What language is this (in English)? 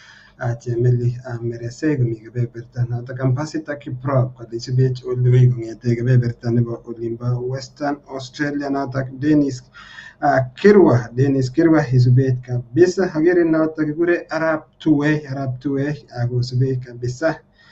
Kalenjin